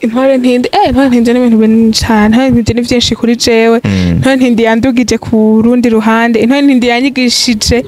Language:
Rundi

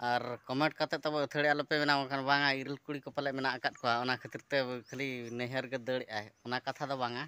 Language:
Santali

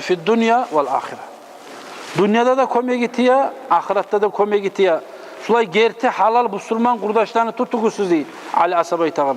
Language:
Kumyk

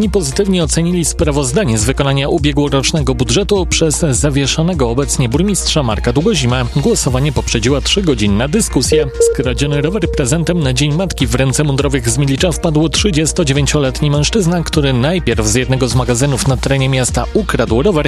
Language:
Polish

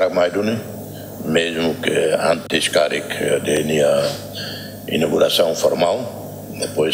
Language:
Tetum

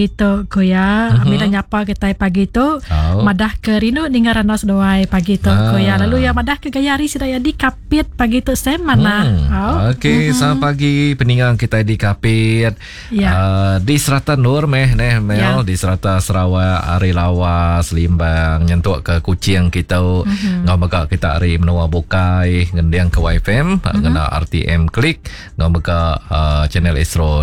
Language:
Iban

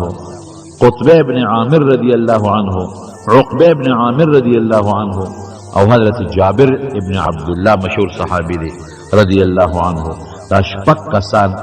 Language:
Pashto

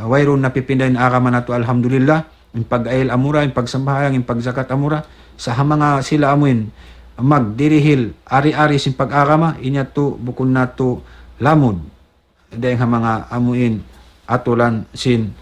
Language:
Tausug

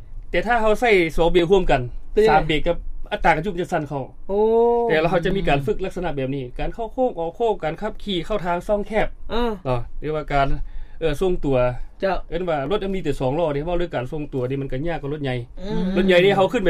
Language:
Lao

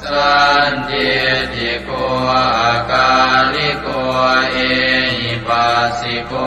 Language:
Pali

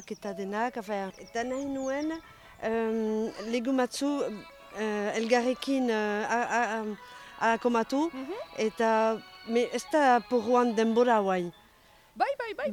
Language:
Basque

